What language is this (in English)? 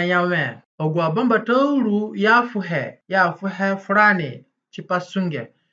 Zande (individual language)